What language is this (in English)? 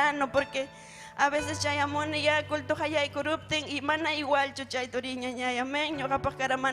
Ayacucho Quechua